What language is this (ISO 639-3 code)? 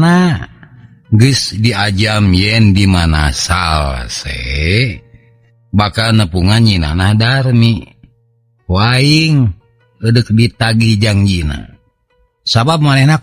sun